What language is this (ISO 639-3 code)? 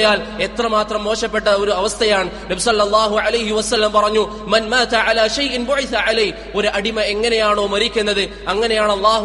mal